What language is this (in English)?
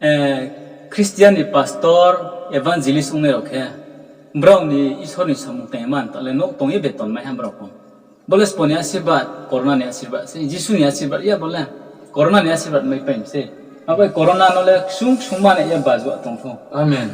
Riang (India)